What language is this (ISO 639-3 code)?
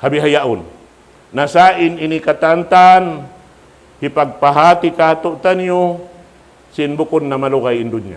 tsg